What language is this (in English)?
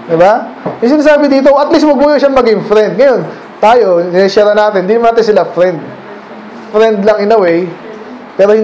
Filipino